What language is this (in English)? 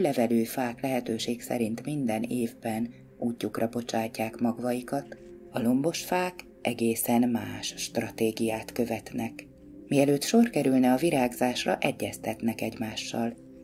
Hungarian